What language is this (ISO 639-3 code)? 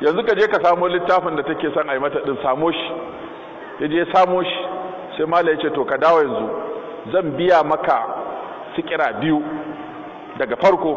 hau